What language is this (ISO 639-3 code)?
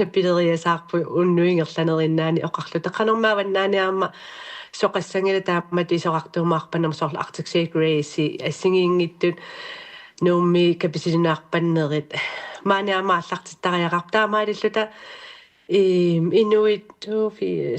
kal